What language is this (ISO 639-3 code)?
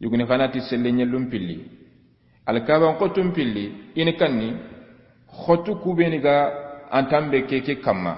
snk